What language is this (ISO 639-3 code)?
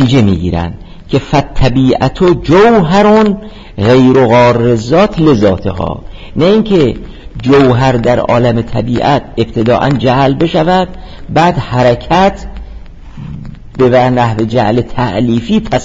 fas